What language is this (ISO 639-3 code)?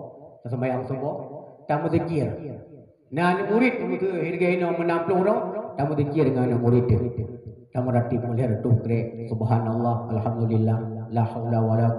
ace